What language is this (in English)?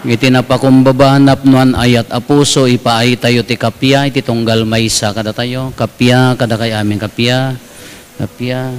Iloko